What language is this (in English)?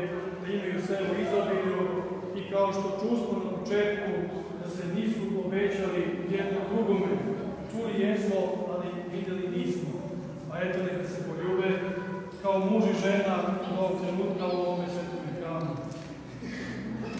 Serbian